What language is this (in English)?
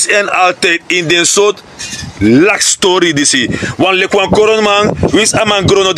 Sranan Tongo